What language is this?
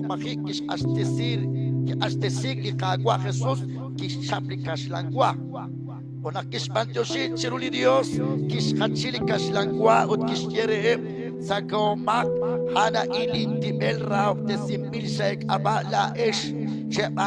Kekchí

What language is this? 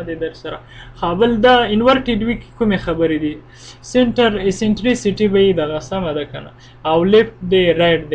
Pashto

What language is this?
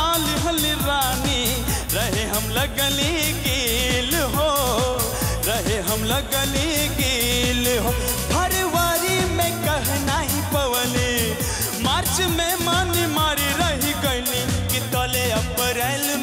Bhojpuri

